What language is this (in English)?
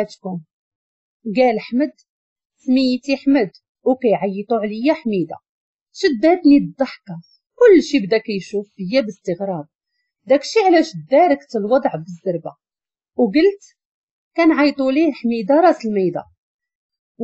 Moroccan Arabic